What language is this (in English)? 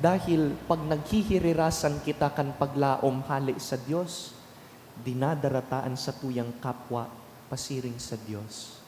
Bikol